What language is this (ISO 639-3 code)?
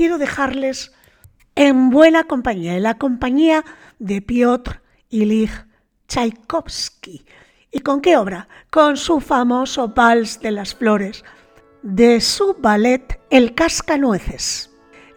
spa